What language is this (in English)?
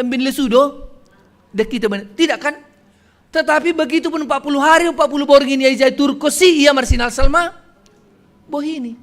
Batak Simalungun